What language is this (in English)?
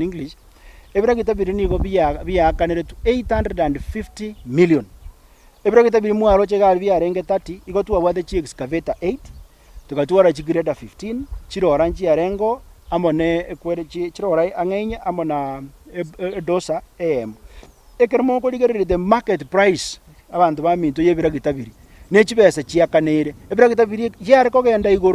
Gusii